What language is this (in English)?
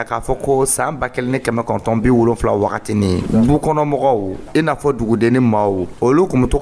Dyula